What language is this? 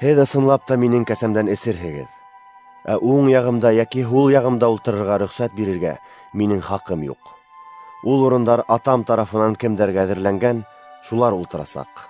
Bashkir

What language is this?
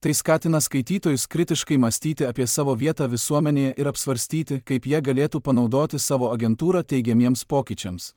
Lithuanian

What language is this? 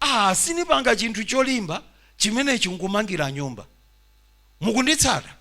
Nyanja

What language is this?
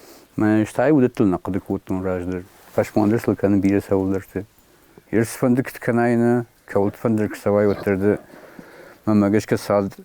Ossetic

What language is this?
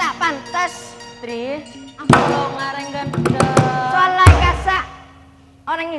Madurese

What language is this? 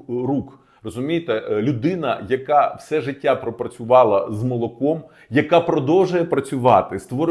Ukrainian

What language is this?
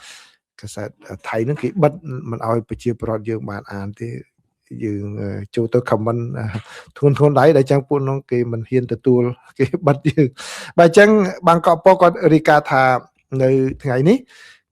Khmer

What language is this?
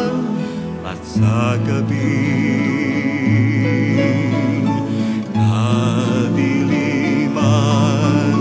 Filipino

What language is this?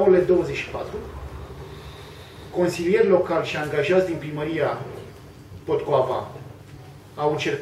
Romanian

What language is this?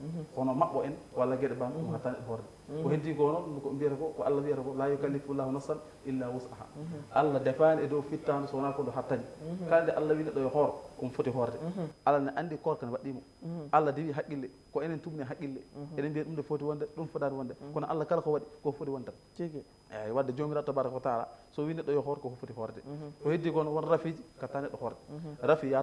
Fula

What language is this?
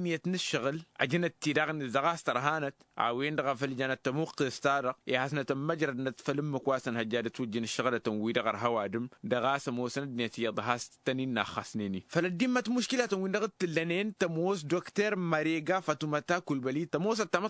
Tamasheq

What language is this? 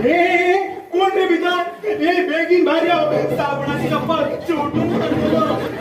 Konkani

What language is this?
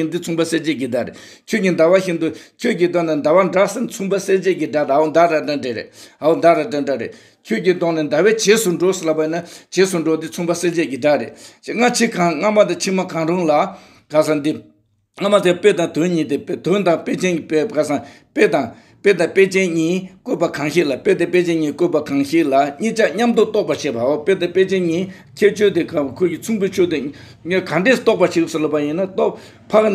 Tibetan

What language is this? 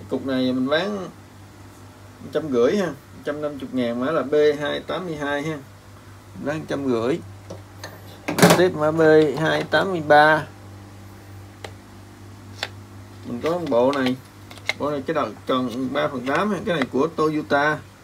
Vietnamese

